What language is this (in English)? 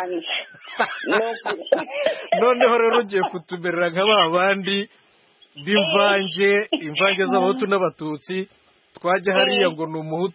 Kinyarwanda